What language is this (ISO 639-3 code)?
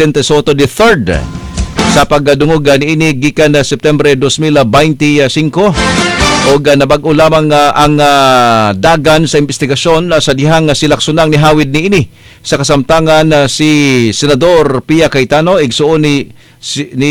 ceb